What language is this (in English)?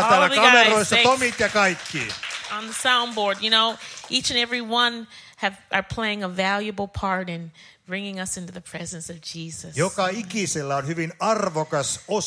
Finnish